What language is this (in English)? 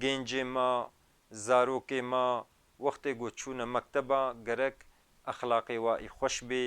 Kurdish